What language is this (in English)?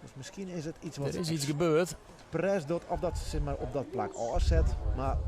Western Frisian